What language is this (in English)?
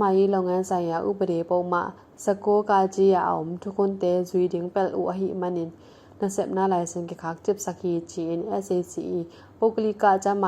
Tedim Chin